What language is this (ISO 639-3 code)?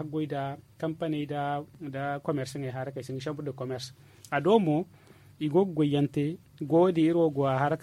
dje